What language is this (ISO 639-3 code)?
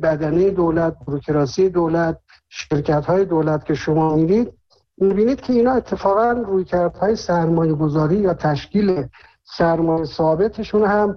fas